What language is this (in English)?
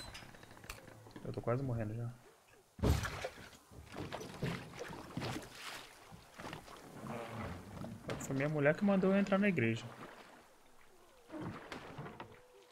Portuguese